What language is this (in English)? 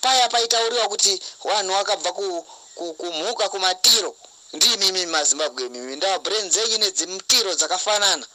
Shona